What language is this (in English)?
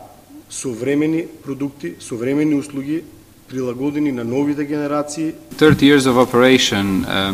Macedonian